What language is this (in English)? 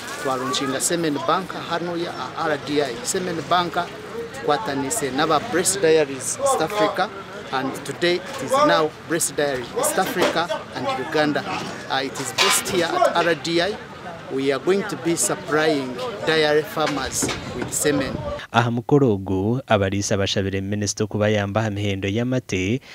Nyankole